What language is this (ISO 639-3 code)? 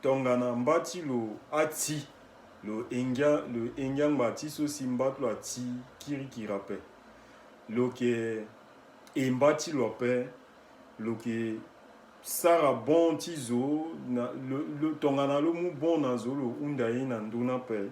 sag